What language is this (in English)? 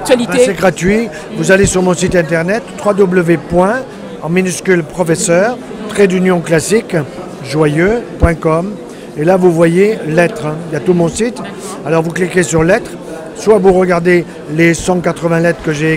French